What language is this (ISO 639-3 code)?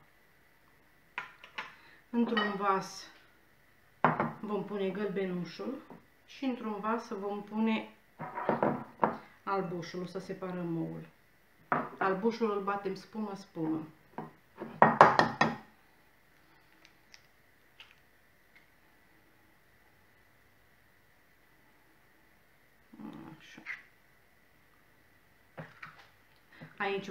ron